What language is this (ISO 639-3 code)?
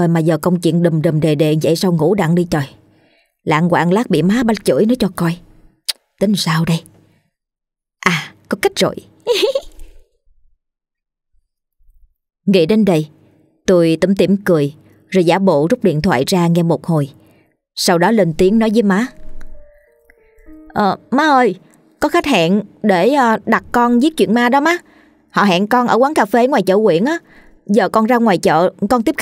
vie